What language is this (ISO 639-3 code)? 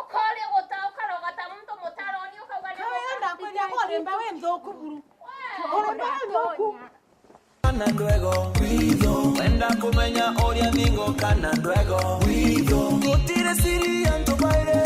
mer